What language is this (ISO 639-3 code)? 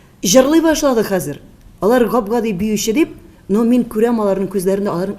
tat